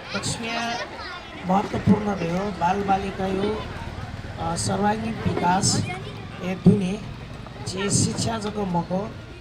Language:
Newari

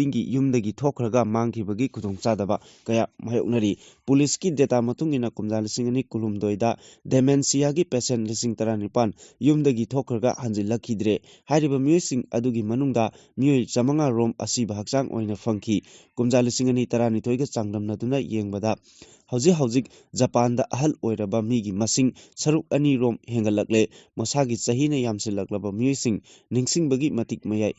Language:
Manipuri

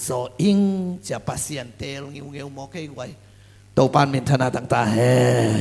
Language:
Tedim Chin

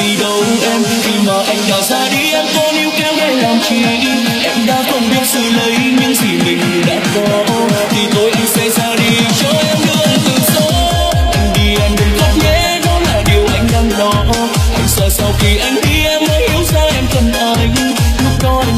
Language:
Vietnamese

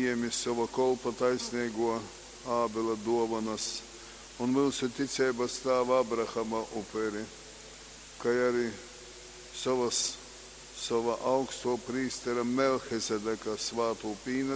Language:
Latgalian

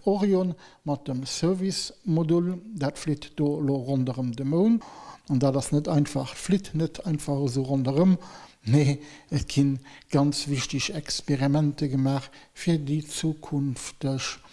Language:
Luxembourgish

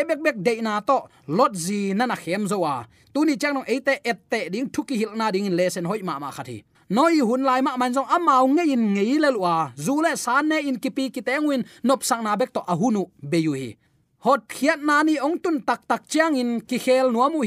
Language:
Tedim Chin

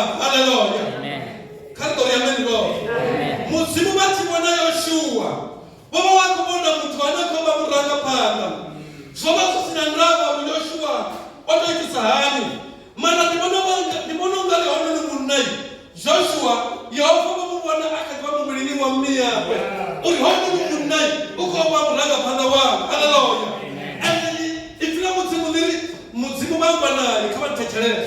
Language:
Venda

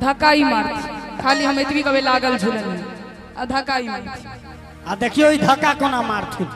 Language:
Maithili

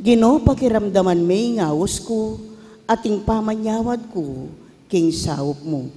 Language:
Pampanga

